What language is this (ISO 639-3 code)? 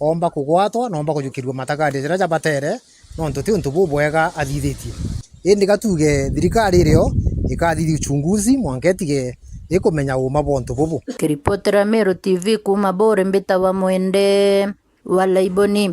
mer